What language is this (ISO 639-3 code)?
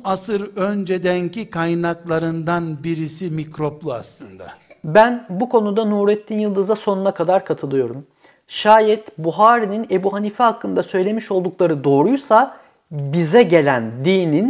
tur